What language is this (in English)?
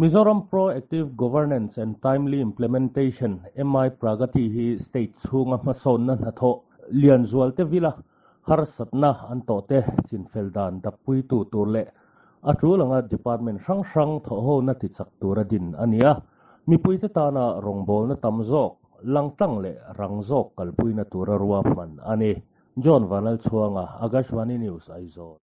Mizo